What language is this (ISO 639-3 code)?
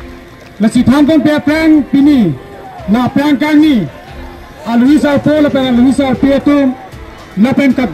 mjw